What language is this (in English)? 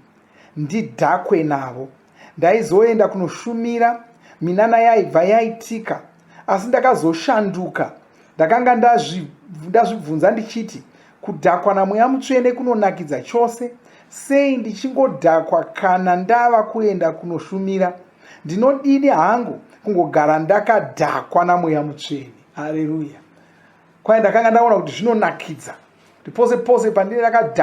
Shona